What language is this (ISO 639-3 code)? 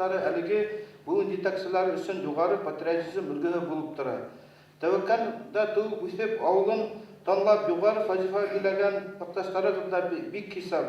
bak